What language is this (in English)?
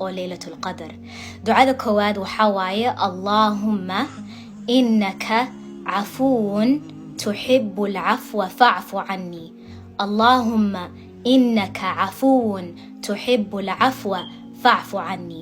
Somali